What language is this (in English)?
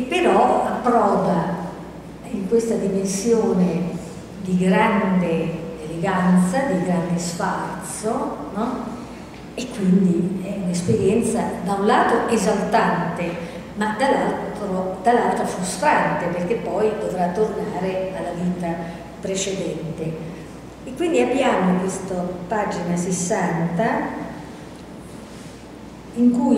Italian